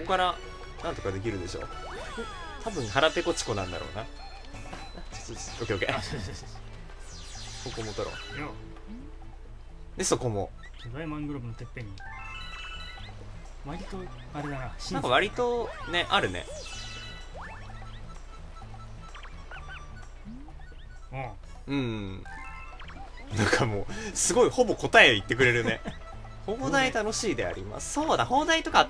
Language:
Japanese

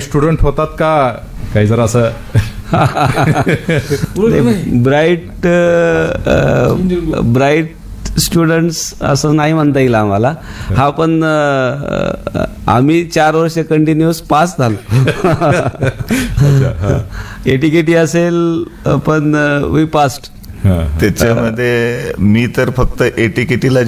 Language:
Marathi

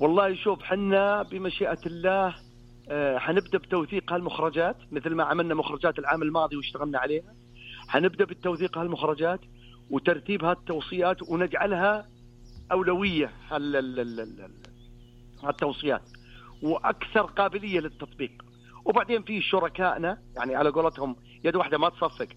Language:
Najdi Arabic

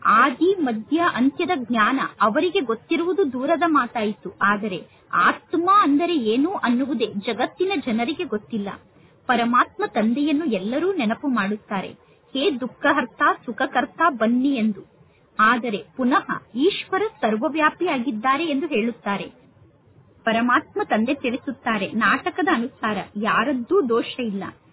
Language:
Kannada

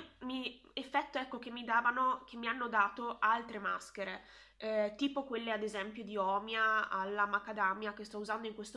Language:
Italian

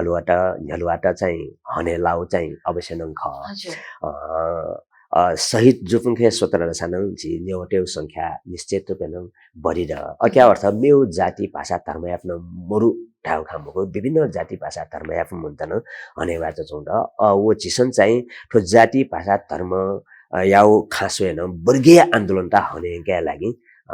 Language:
Newari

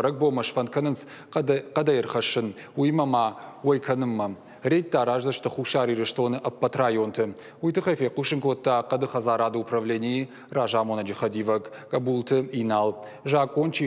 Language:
Ossetic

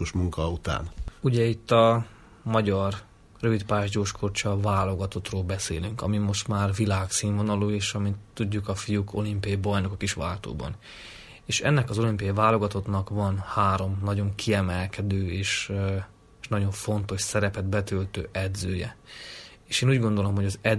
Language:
Hungarian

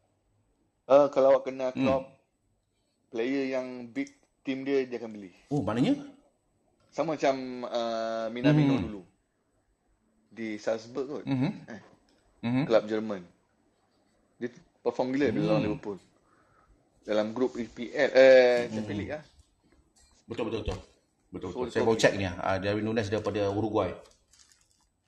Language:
Malay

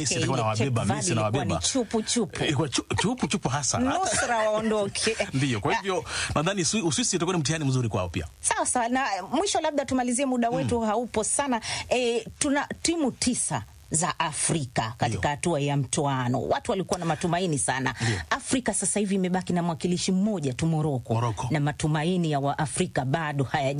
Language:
Swahili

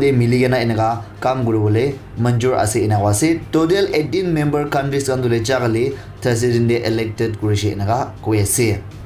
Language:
Naga Pidgin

